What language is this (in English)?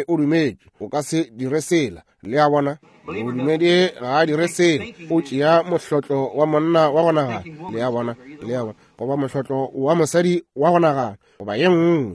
Northern Sotho